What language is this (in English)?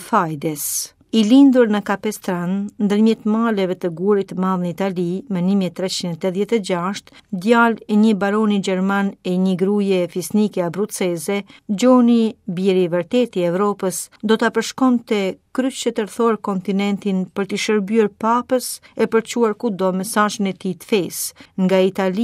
Albanian